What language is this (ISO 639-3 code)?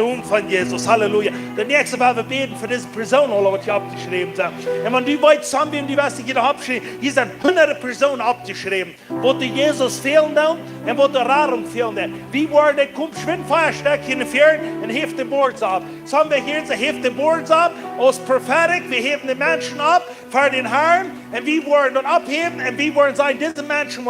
pdt